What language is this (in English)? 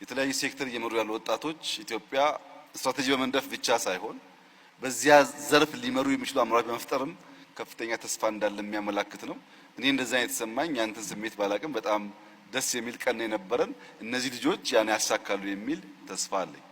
Amharic